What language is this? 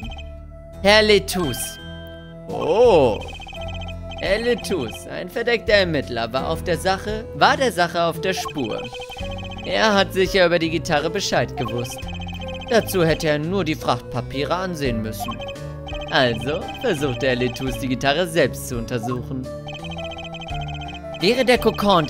German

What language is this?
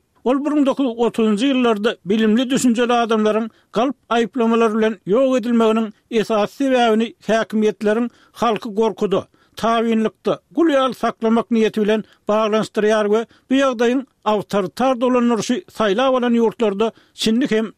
Turkmen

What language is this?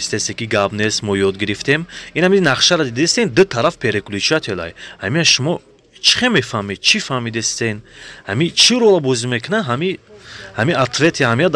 Tajik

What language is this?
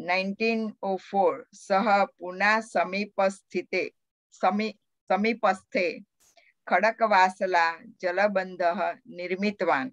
Sanskrit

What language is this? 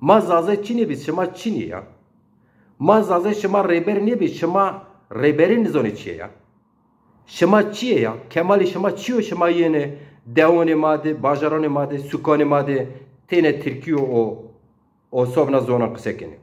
Zaza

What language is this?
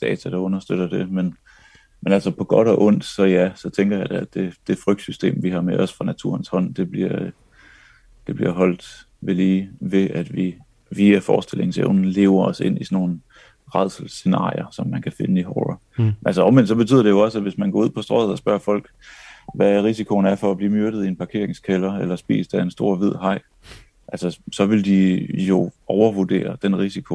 Danish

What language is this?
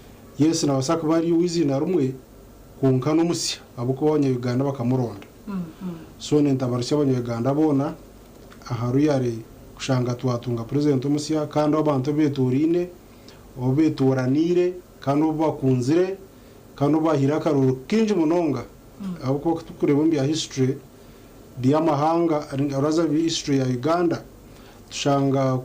Nyankole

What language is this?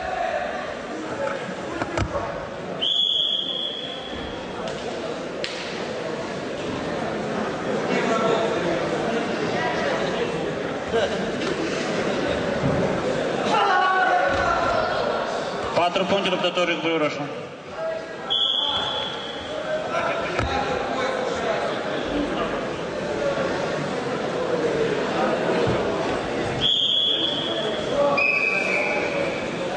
Romanian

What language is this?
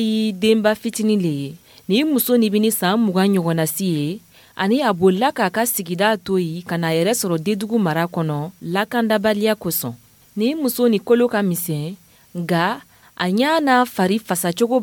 Dyula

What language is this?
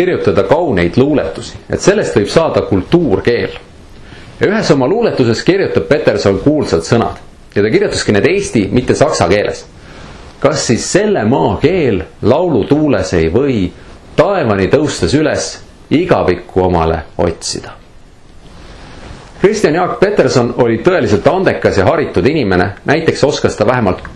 Estonian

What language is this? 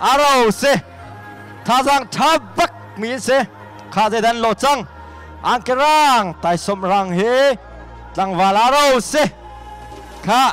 Hakha Chin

